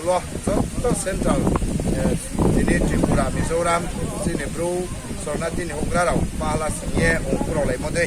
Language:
Riang (India)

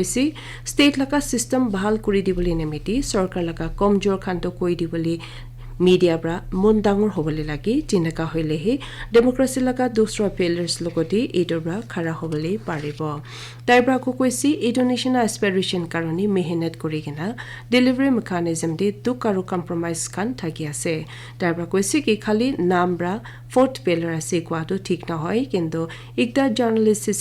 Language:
Naga Pidgin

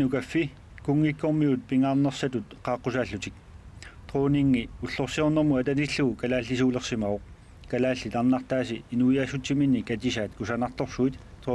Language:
Kalaallisut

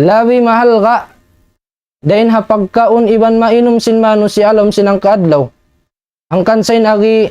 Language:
Tausug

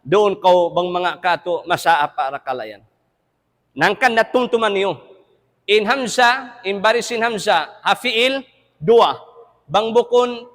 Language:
Tausug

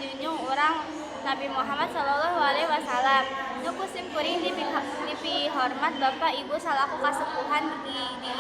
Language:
Sundanese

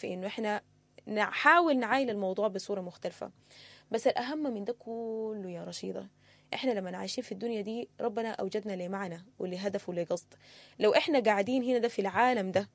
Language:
Sudanese Arabic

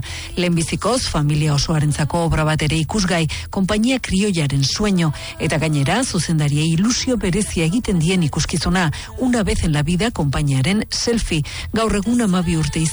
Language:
Basque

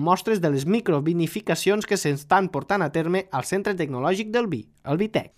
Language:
Catalan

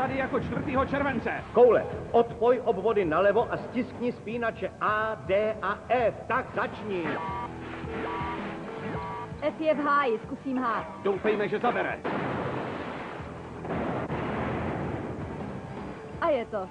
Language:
Czech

